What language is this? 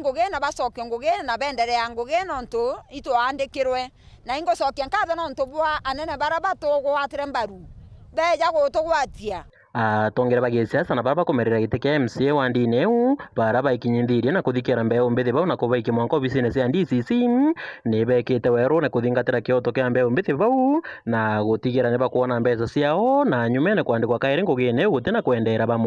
Meru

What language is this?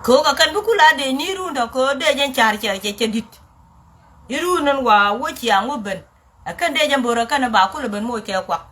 Nuer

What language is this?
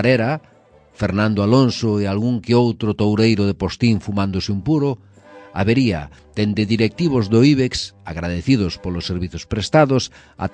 Galician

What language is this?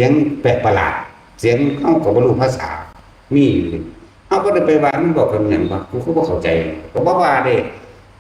Northeastern Thai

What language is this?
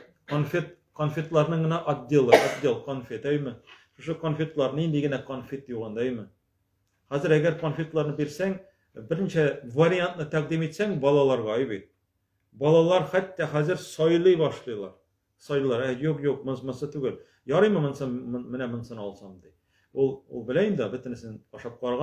Tatar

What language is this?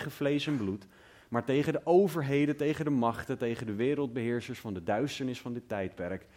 Dutch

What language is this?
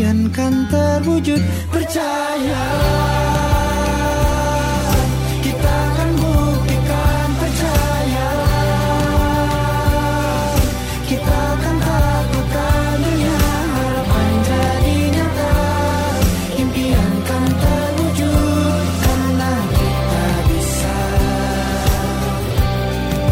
Indonesian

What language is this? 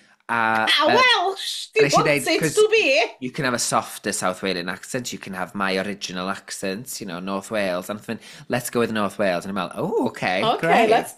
Welsh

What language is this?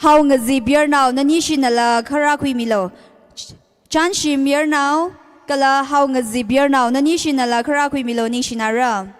Tangkhul Naga (India)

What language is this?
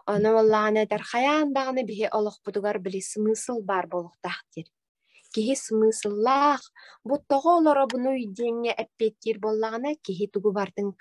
Yakut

